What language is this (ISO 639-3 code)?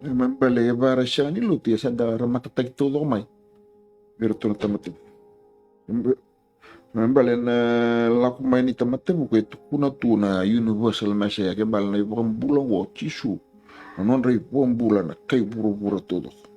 fij